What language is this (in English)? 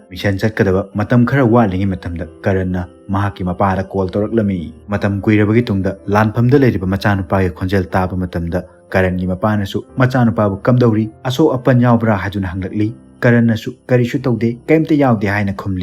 Manipuri